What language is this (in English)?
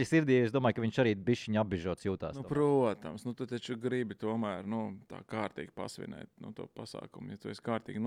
Latvian